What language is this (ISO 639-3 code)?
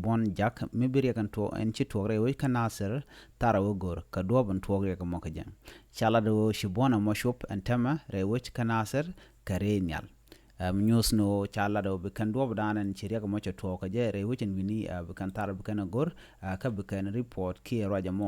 nus